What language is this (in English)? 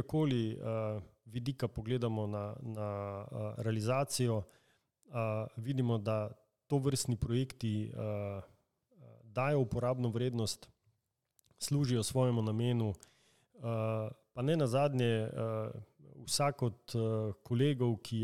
Slovenian